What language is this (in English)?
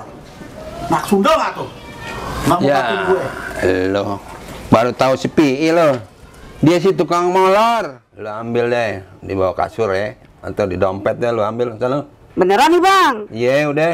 Betawi